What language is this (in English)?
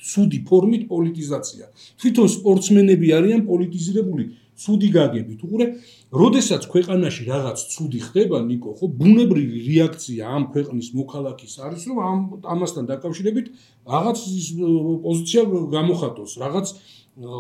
Georgian